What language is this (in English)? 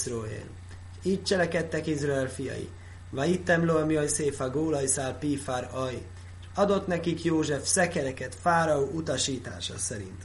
Hungarian